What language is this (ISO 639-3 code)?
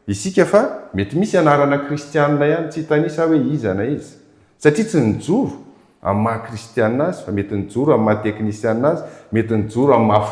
mlg